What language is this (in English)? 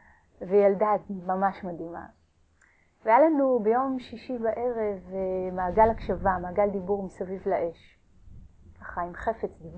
Hebrew